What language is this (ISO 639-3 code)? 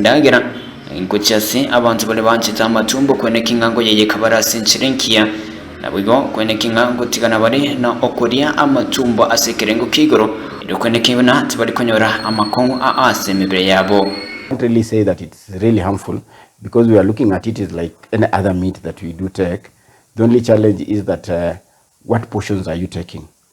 guz